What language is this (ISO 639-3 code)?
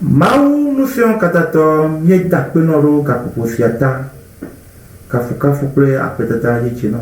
ewe